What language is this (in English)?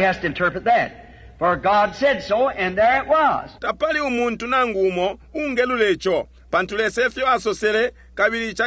Bemba